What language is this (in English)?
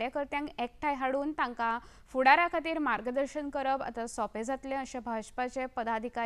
Konkani